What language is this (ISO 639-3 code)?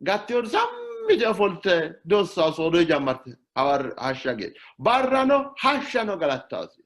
sid